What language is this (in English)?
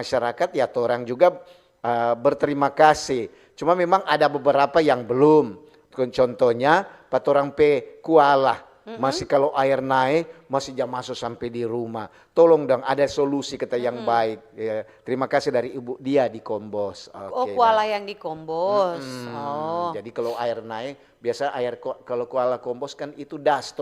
Manado Malay